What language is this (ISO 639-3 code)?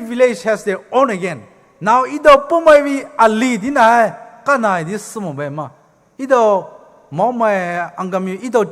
pmx